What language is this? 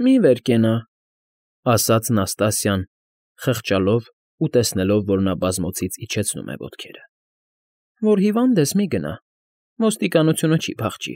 Armenian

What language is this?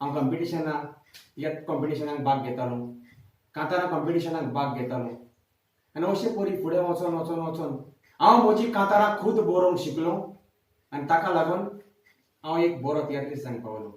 Konkani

